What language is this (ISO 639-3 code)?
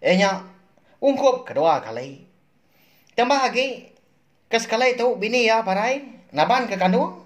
iba